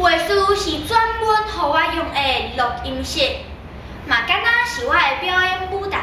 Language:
Min Nan Chinese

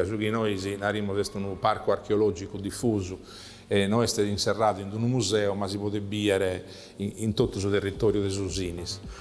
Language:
Sardinian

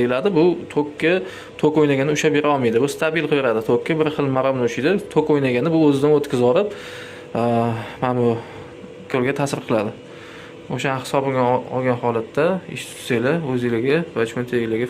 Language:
Uzbek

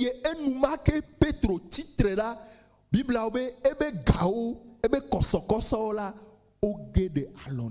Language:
Ewe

